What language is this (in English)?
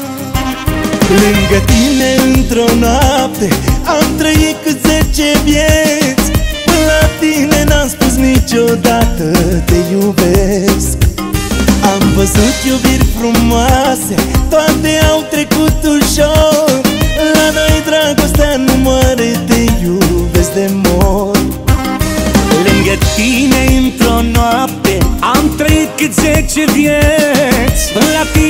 Romanian